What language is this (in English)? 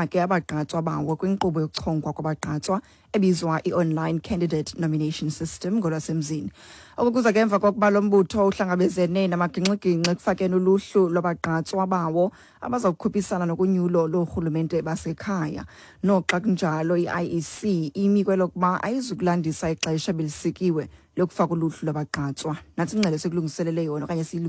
Xhosa